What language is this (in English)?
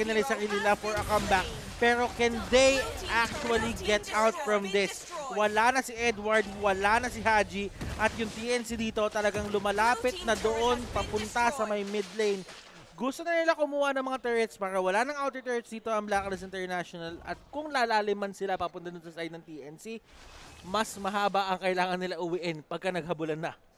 Filipino